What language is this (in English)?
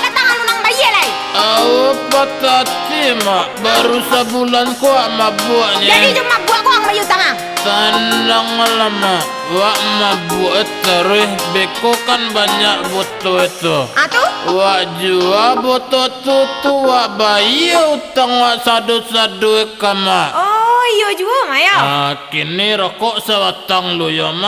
Minangkabau